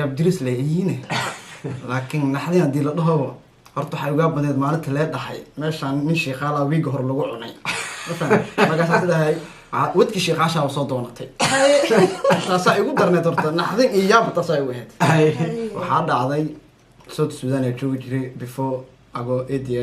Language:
Somali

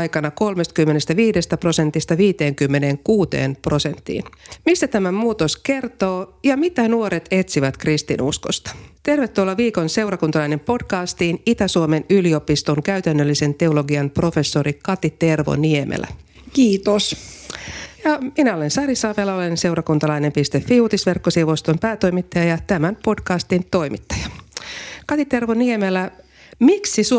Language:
Finnish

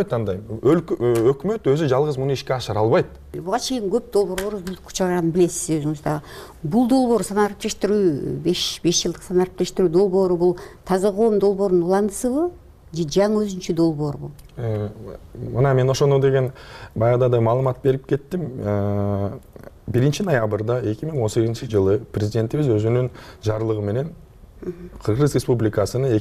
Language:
Kyrgyz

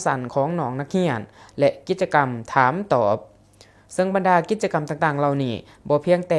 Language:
Lao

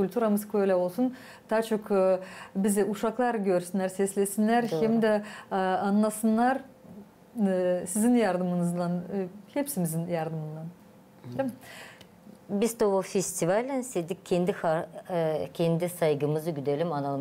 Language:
Gagauz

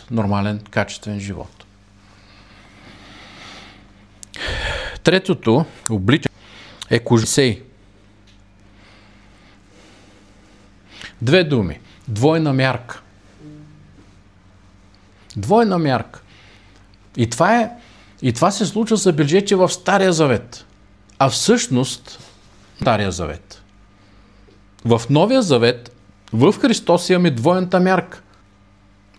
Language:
Bulgarian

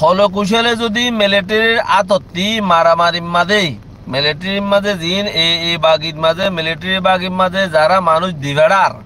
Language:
Rohingya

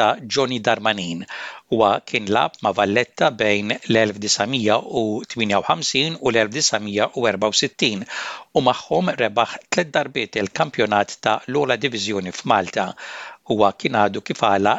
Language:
Maltese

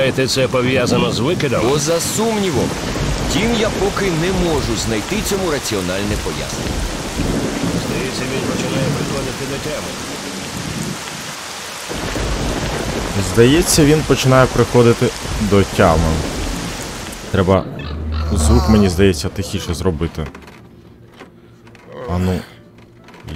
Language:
Ukrainian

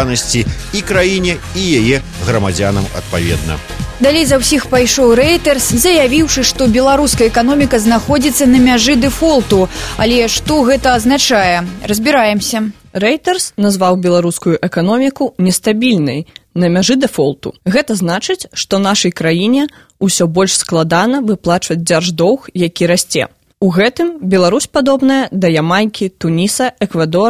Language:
Belarusian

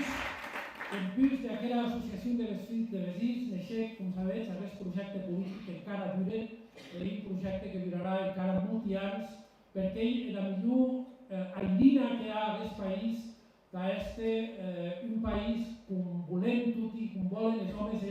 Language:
Occitan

